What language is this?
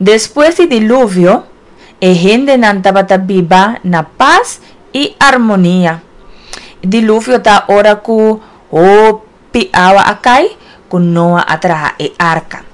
Papiamento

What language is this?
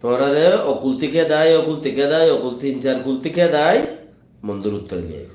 Rohingya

